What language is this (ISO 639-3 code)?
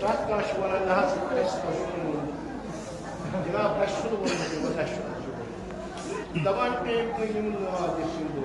kas